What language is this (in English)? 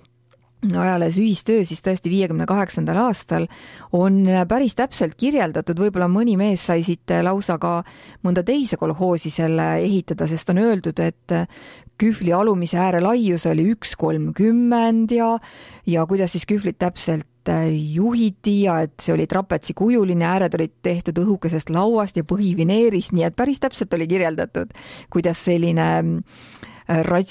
Estonian